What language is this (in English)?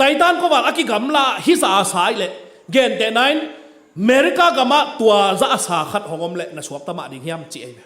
Tedim Chin